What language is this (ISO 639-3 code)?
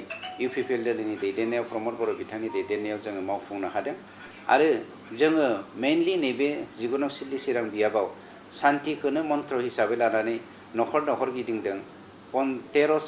brx